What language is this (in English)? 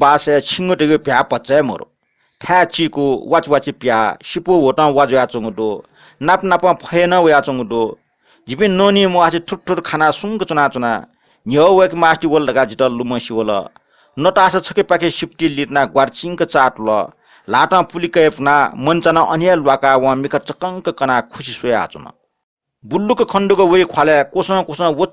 Newari